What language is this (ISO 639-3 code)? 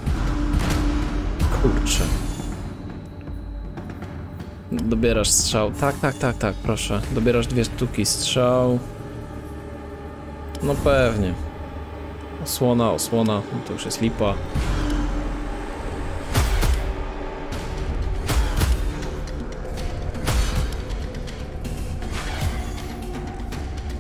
pol